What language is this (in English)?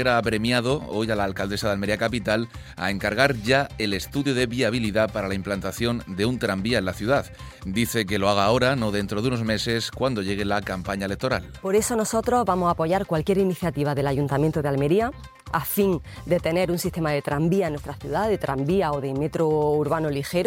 Spanish